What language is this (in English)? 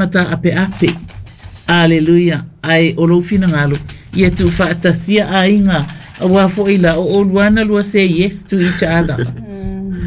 Samoan